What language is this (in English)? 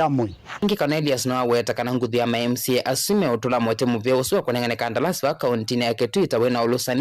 Kamba